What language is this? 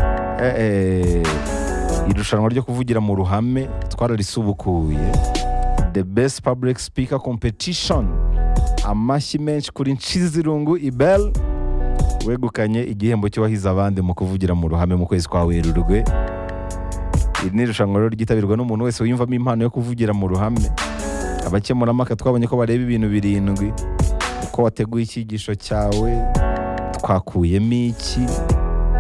Kinyarwanda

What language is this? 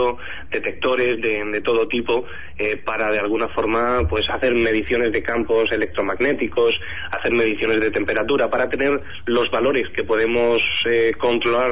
Spanish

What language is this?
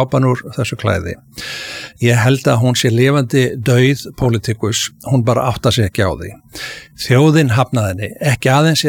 Icelandic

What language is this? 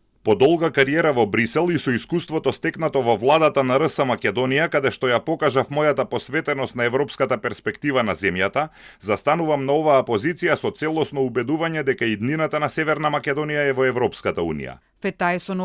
Macedonian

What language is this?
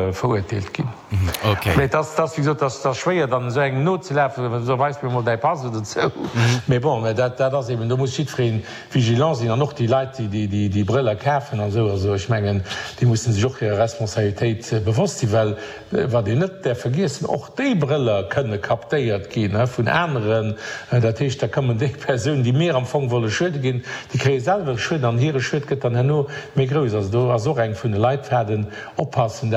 Luxembourgish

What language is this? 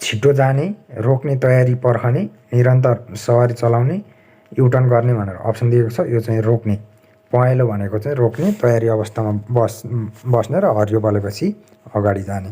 Nepali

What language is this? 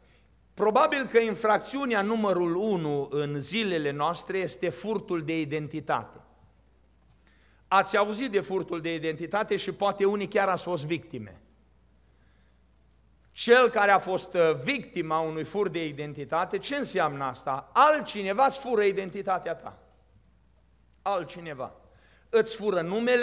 Romanian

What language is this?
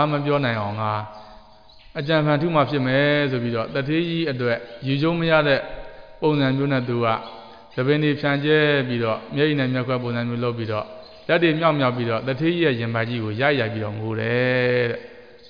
Burmese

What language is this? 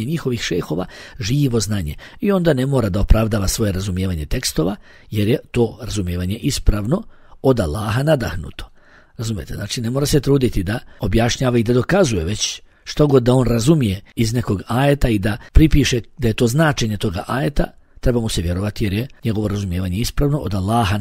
Bosnian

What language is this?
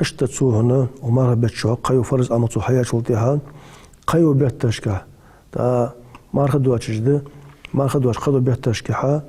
Ingush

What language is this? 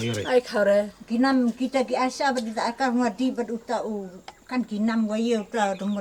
Khasi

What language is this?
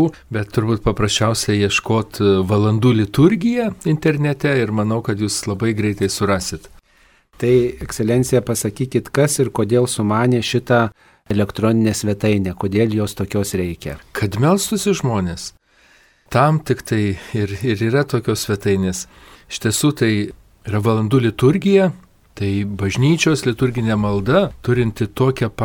Lithuanian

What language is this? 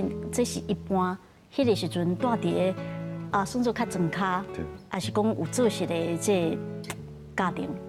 Min Nan Chinese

